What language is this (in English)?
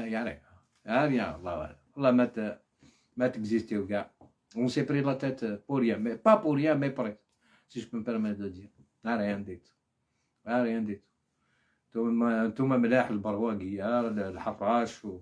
Algerian Arabic